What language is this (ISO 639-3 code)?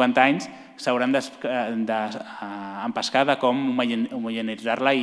cat